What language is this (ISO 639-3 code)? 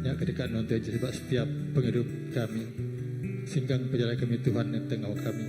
iba